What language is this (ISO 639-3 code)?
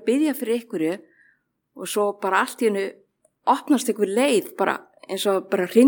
isl